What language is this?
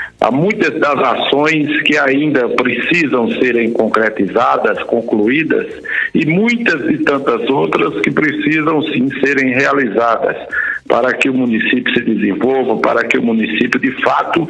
Portuguese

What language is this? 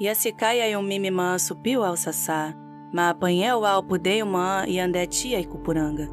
Nheengatu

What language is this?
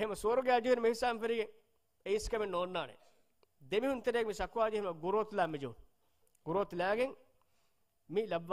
Divehi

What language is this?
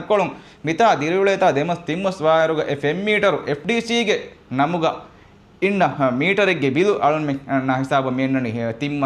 Divehi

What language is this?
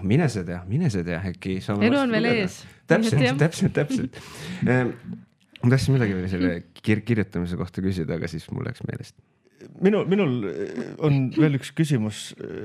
Estonian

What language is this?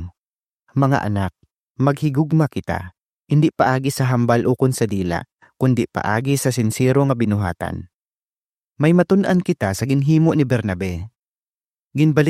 Hiligaynon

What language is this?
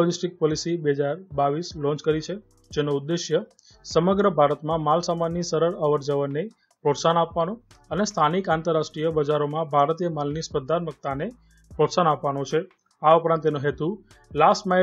Gujarati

